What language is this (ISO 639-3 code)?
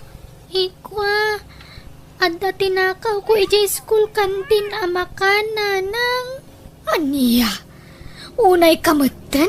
ilo